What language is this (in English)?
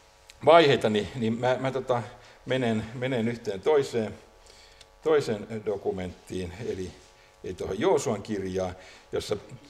Finnish